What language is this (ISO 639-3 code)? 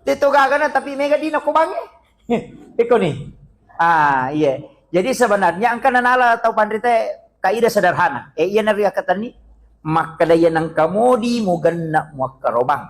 bug